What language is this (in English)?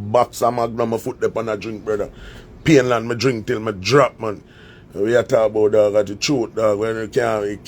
Jamaican Creole English